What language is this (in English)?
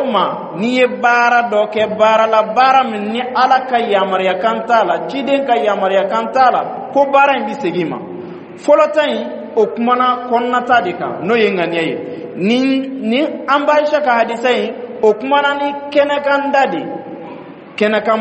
Bambara